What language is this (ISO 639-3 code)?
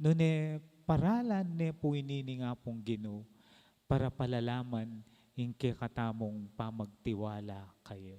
pam